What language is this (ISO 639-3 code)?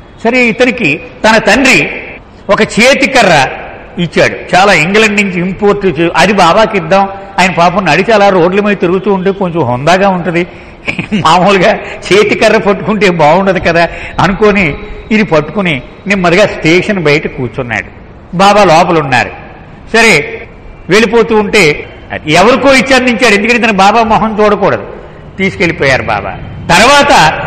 tel